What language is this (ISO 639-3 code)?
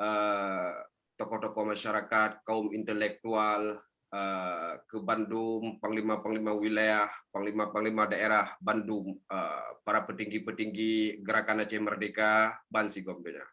ace